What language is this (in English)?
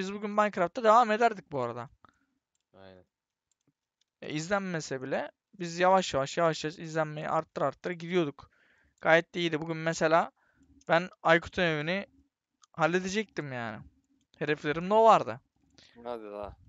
Turkish